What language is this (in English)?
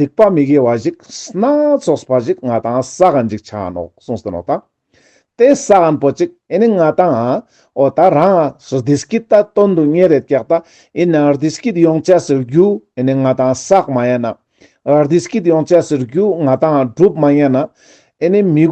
Ladakhi